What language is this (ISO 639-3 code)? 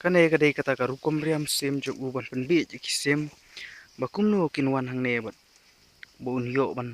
kha